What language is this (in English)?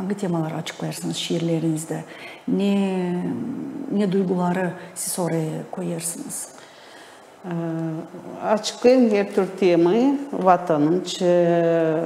Gagauz